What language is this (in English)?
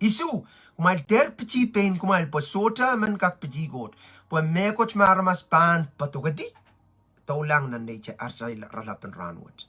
Pohnpeian